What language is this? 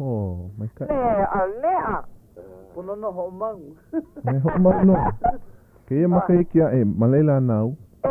Hawaiian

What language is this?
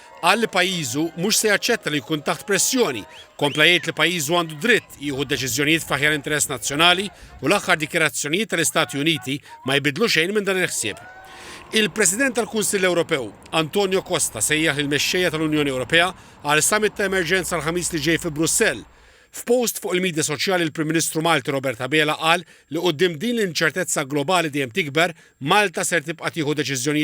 Maltese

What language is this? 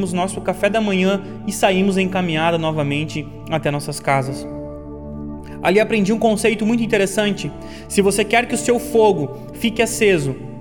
Portuguese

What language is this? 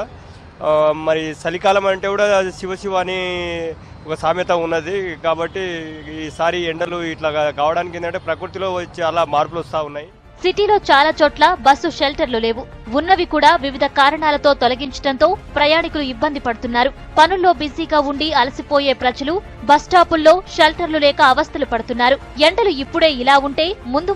Telugu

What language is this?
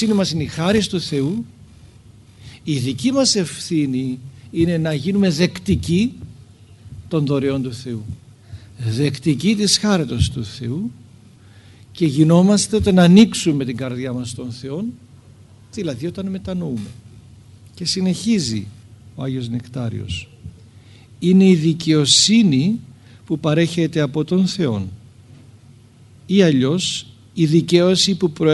Greek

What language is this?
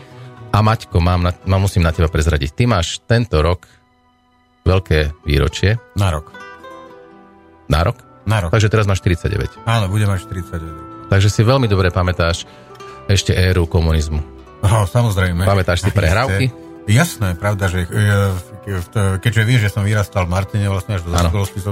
Slovak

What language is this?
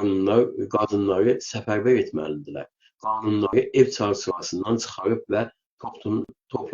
South Azerbaijani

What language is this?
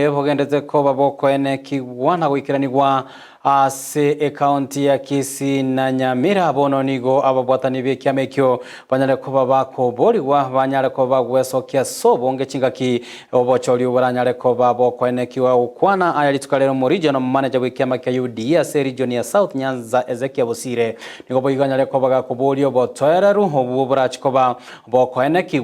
Gusii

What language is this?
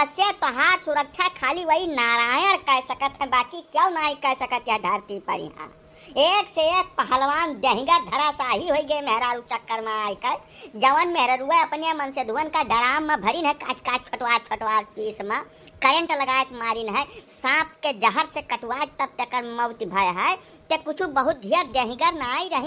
Awadhi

